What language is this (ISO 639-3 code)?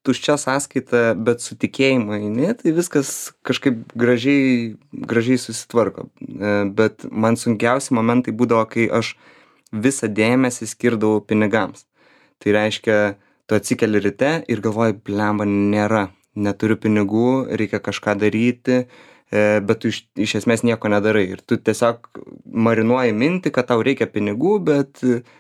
lit